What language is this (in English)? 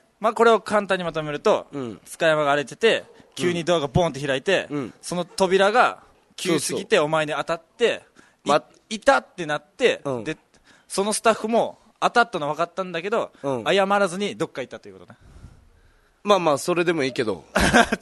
Japanese